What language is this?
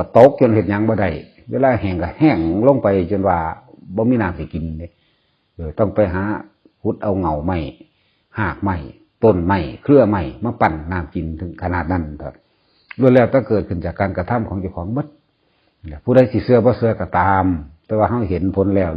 Northeastern Thai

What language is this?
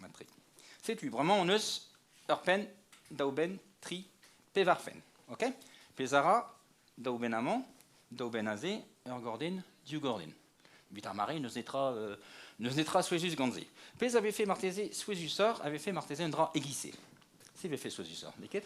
Breton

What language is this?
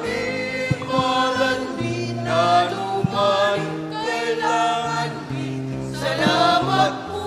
Pampanga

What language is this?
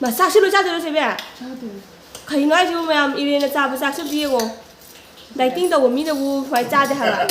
Manipuri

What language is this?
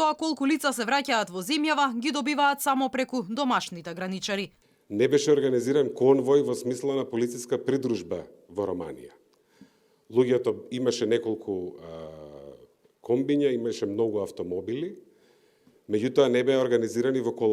Macedonian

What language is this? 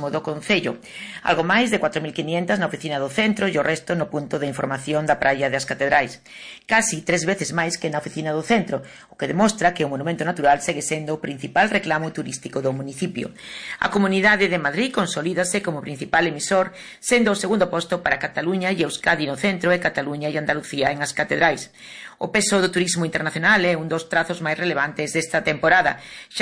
Galician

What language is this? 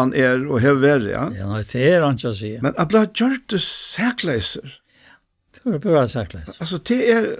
Faroese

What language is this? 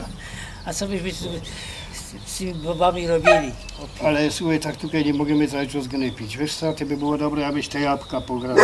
Silesian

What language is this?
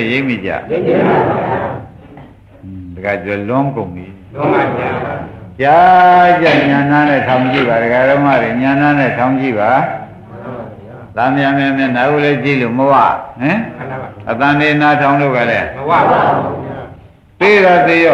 Burmese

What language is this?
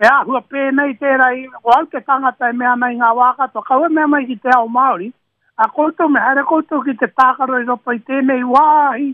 Māori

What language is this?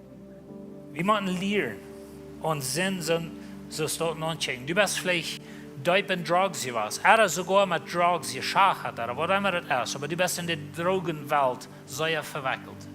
Plautdietsch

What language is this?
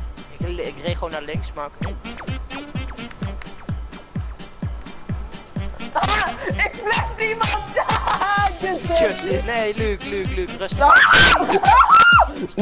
Dutch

